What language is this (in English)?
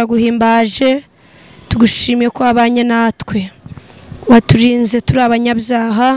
Kinyarwanda